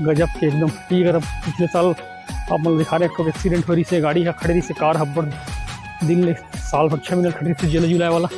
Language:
Chhattisgarhi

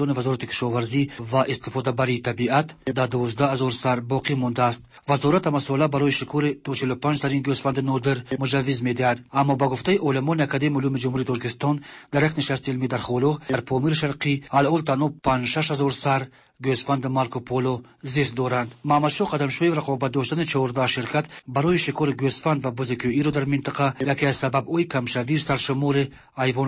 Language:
Persian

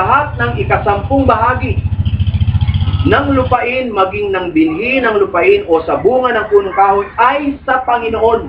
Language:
Filipino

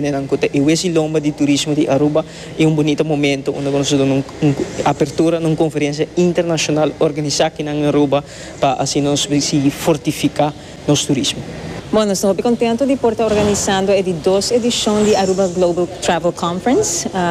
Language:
Papiamento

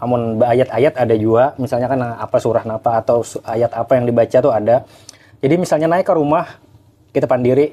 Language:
Banjar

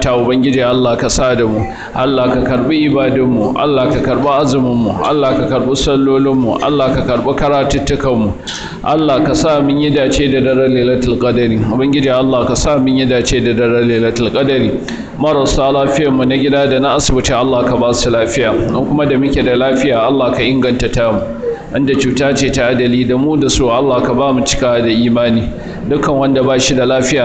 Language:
Hausa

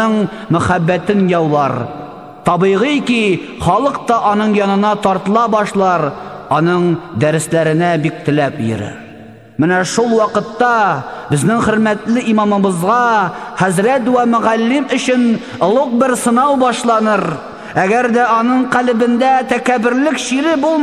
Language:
Tatar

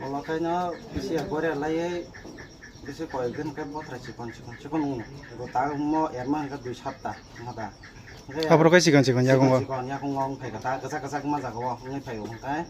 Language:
Kok Borok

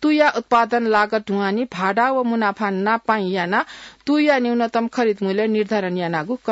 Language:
Newari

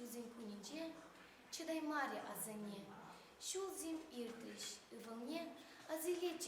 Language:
Chuvash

